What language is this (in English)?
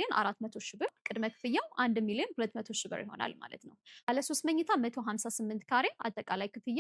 Amharic